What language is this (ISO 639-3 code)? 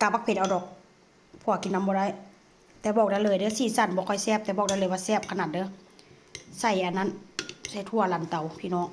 lao